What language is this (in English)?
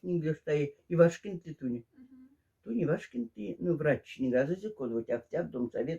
Moksha